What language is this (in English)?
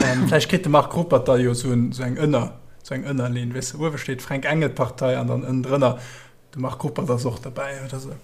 Luxembourgish